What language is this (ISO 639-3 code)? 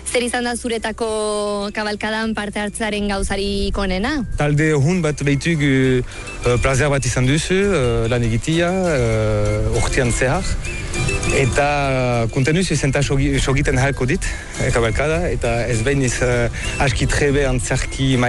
eus